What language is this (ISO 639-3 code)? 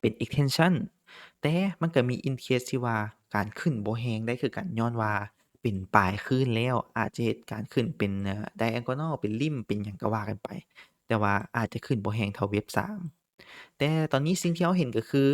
lao